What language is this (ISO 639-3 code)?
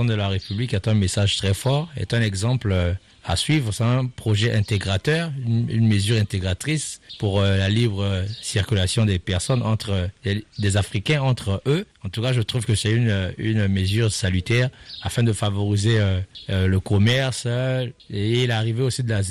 fra